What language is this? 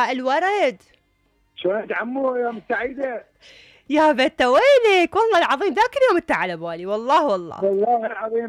Mesopotamian Arabic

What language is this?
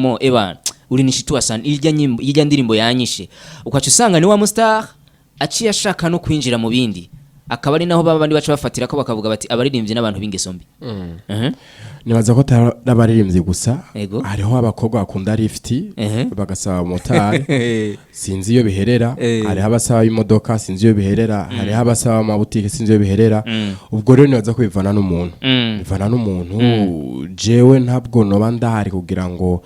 Rundi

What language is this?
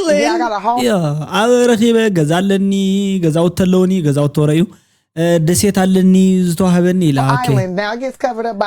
Tigrinya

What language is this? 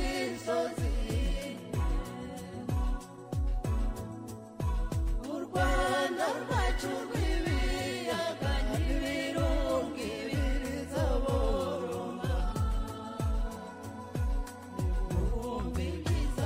Kinyarwanda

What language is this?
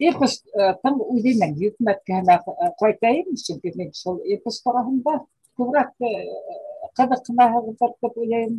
Bashkir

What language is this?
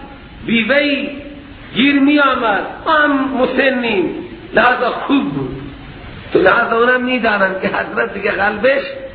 Persian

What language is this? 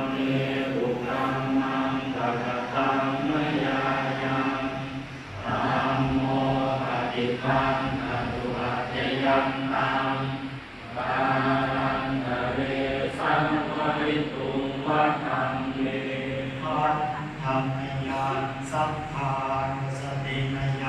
Pali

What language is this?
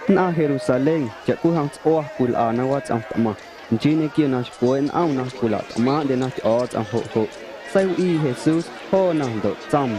Guerrero Amuzgo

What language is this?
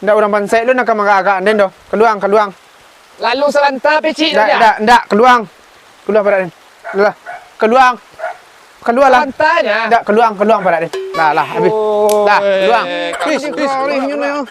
Minangkabau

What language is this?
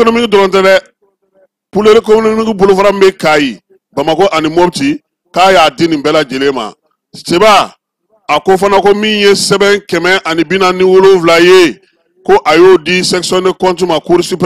Bambara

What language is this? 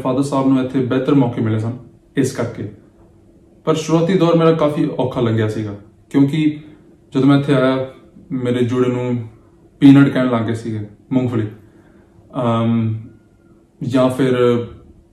Punjabi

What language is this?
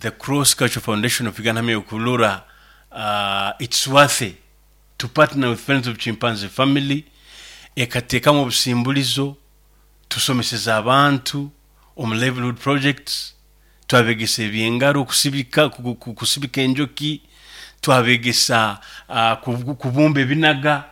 Nyoro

